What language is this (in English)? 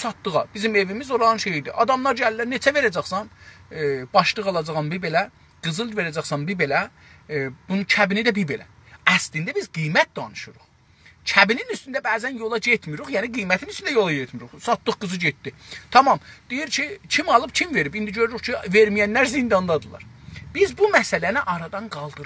South Azerbaijani